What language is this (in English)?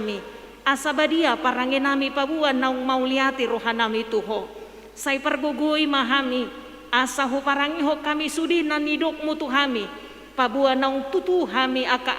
Batak Toba